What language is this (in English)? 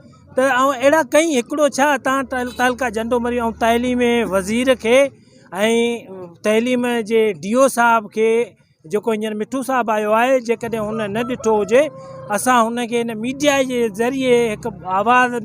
Sindhi